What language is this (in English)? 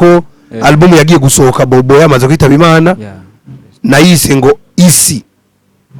Rundi